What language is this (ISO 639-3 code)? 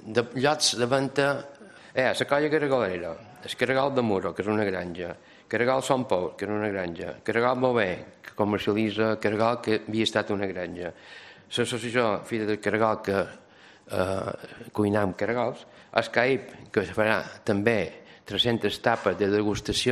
cat